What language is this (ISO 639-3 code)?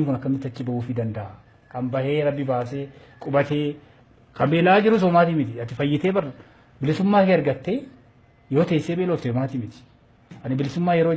orm